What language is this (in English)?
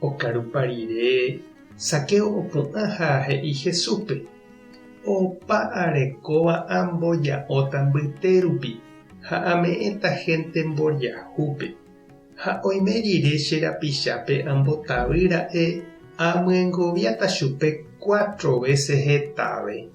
Guarani